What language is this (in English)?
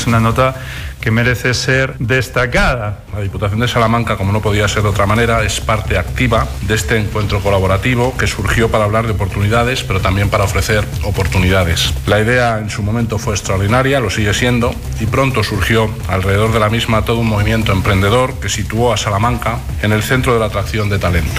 Spanish